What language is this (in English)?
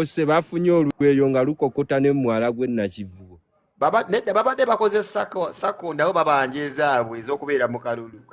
Ganda